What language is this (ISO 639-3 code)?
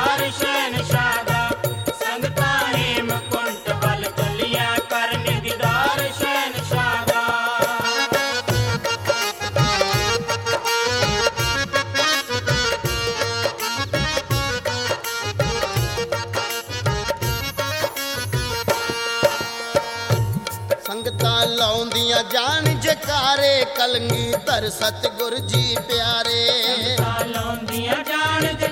pan